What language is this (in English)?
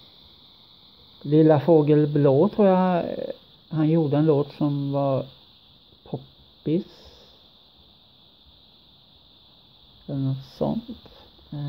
Swedish